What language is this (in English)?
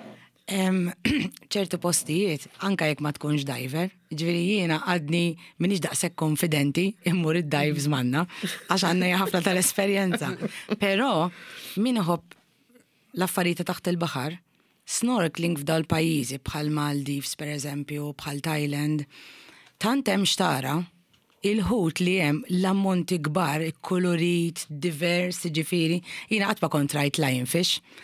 Maltese